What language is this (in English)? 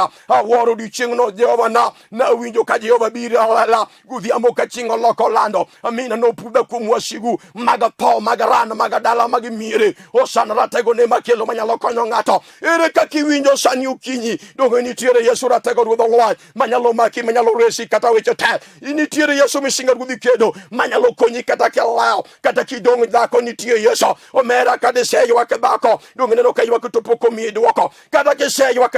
Luo (Kenya and Tanzania)